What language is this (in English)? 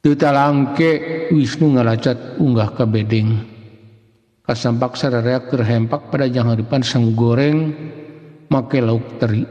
Sundanese